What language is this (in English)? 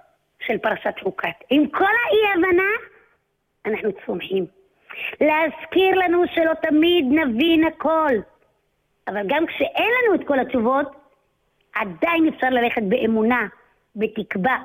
Hebrew